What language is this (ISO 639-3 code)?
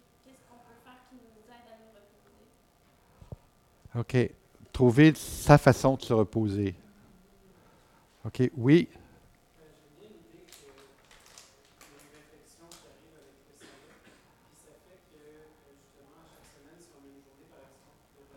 fra